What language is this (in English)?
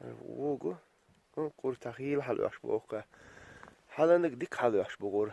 Chechen